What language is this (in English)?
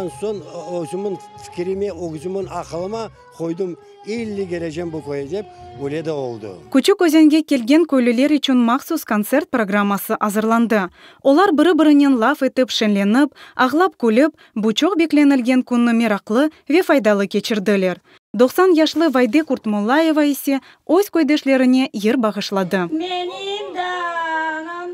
Crimean Tatar